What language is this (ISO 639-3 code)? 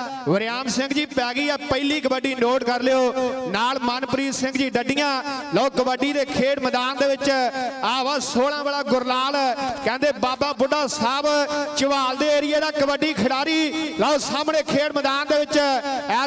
pan